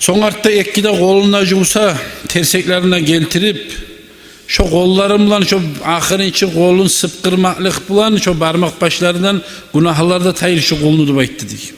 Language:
Kumyk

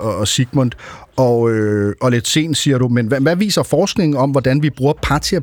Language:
Danish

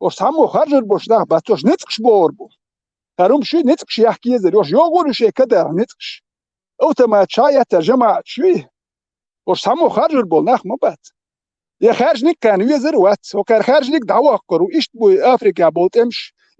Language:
Chechen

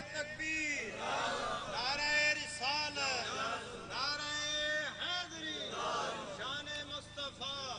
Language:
Saraiki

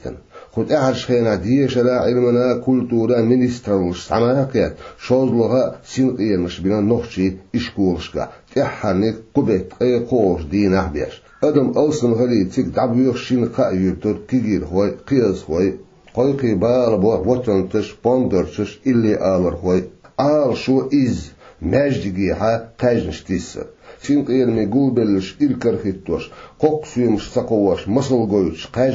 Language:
Chechen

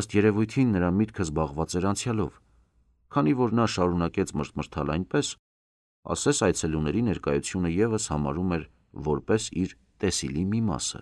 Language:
Armenian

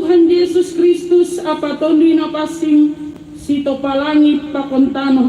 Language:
Batak Simalungun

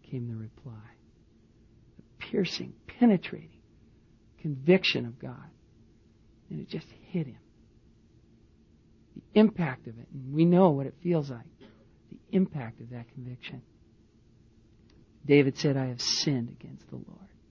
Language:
English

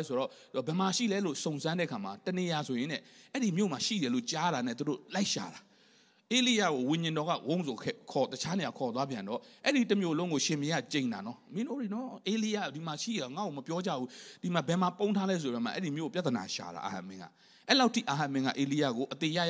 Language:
Burmese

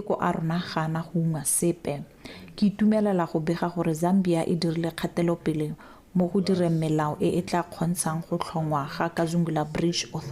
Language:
Tswana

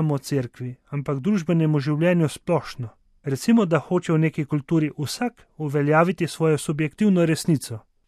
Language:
Slovenian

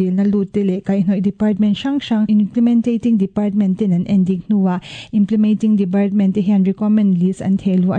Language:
Mizo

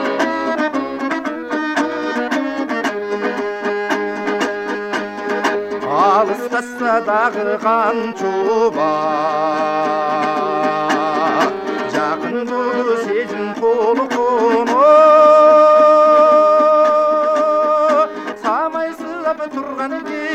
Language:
Kazakh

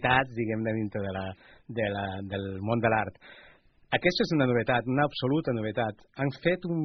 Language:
Catalan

